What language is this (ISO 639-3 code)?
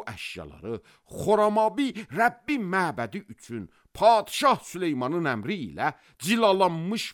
aze